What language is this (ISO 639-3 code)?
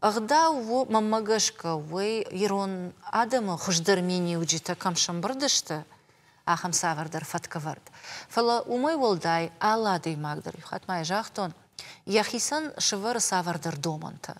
oss